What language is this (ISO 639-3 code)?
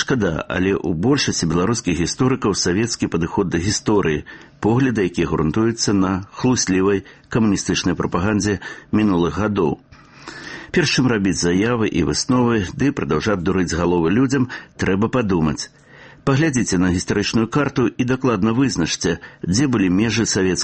bel